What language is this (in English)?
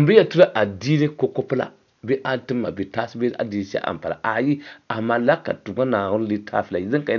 Dagbani